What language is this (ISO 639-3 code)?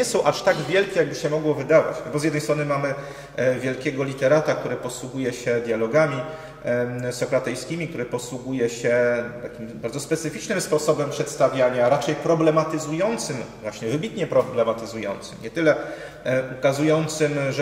pol